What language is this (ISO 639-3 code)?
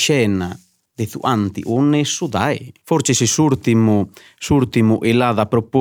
srd